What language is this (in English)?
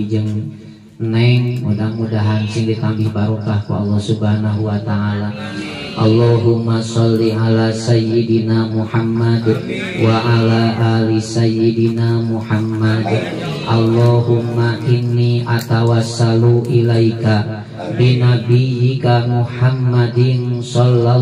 Sundanese